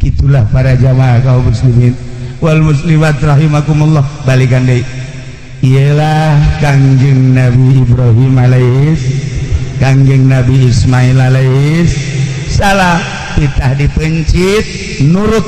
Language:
Sundanese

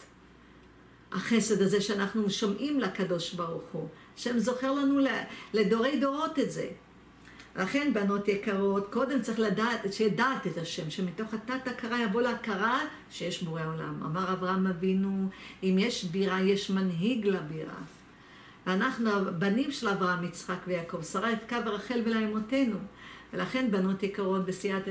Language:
Hebrew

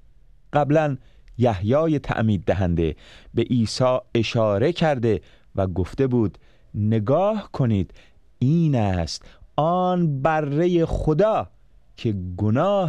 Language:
Persian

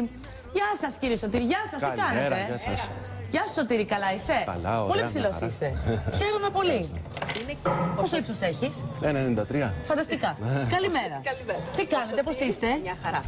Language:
Greek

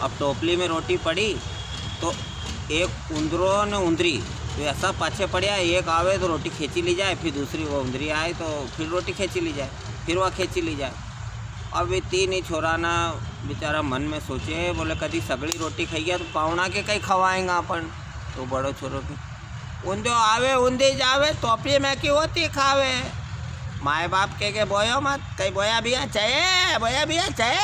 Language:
Rajasthani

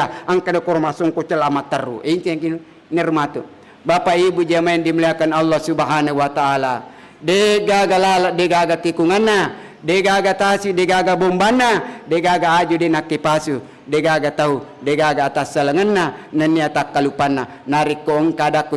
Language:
Buginese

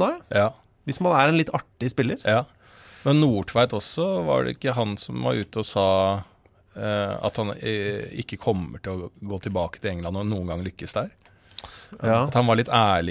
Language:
Norwegian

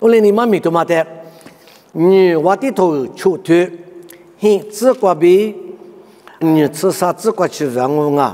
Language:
Lisu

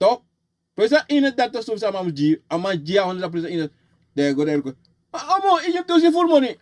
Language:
Sranan Tongo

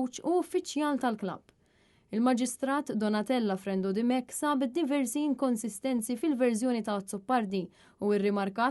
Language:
Maltese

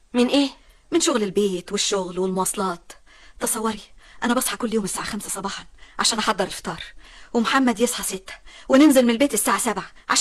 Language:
Egyptian Arabic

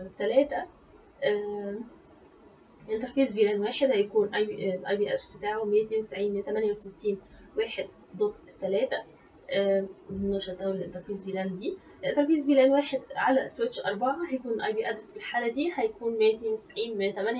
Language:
Egyptian Arabic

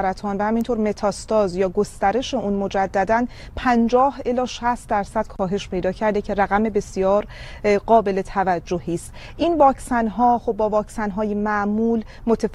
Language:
Persian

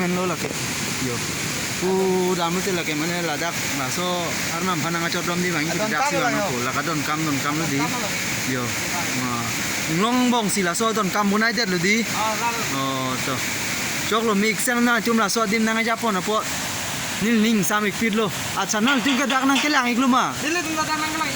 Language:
Karbi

